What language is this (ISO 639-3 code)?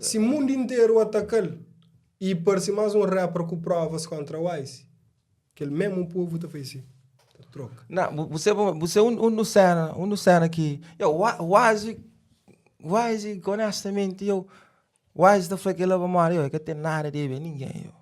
kea